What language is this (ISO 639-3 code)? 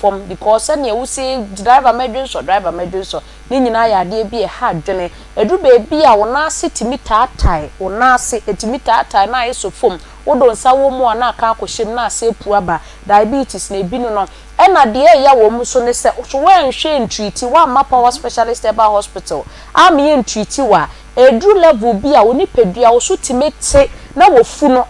aka